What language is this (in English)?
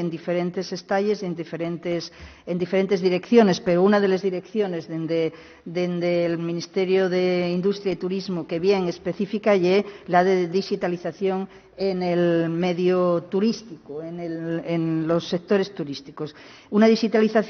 Asturian